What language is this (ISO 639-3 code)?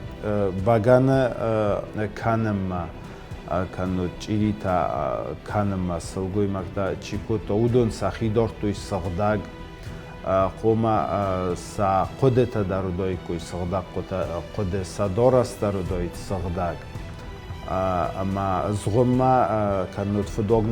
oss